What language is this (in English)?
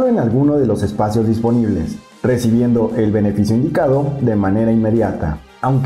Spanish